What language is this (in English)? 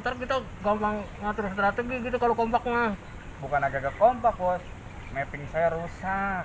Betawi